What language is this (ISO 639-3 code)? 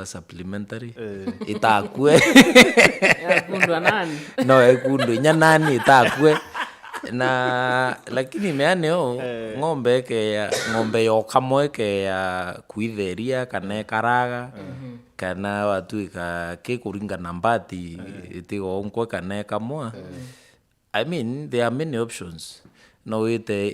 mer